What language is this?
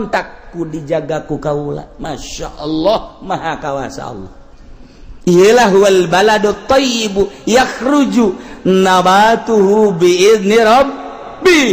Sundanese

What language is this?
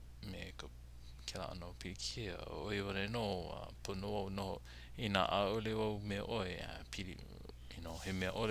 Hawaiian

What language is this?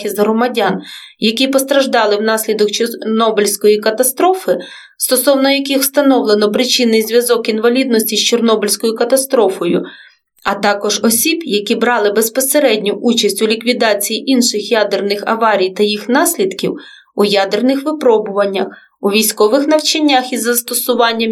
Ukrainian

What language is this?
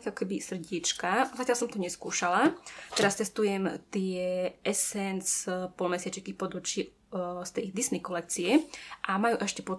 Slovak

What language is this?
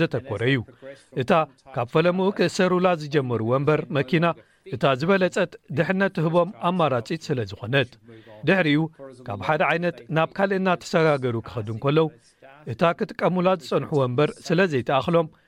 Tigrinya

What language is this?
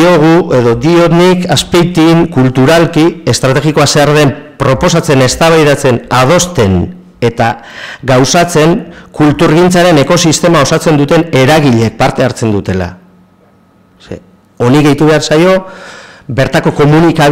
Basque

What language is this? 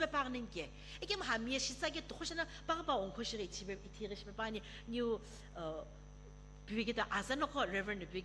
Sumi Naga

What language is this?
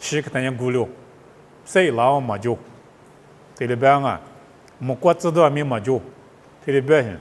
Lisu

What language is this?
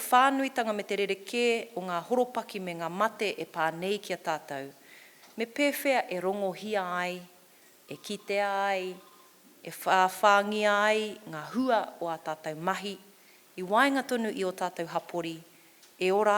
Māori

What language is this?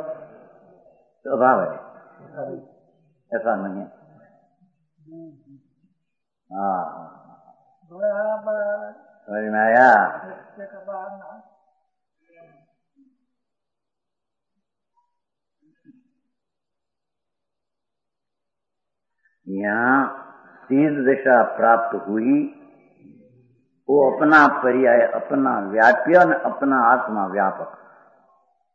Hindi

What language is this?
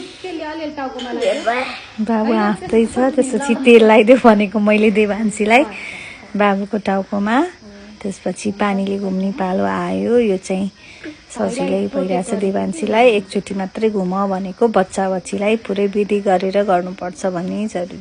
Nepali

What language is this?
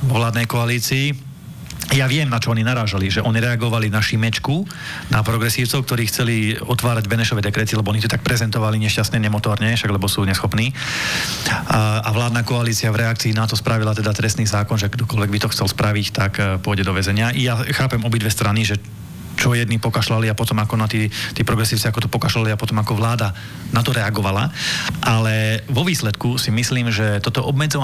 Slovak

